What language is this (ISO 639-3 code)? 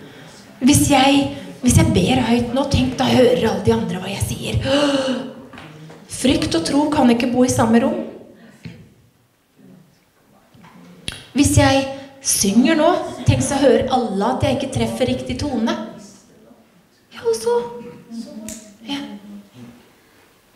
nor